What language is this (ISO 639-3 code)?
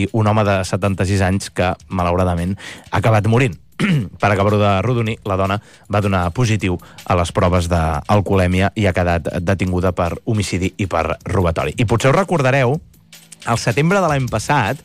cat